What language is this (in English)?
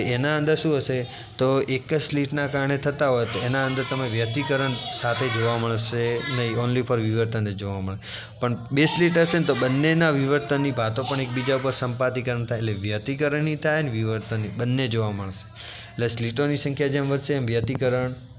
Gujarati